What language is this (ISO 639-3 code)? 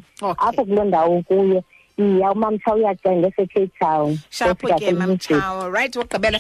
xho